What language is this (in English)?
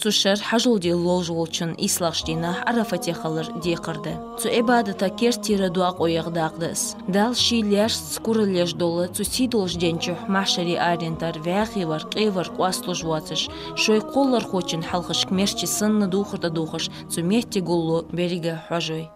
Ingush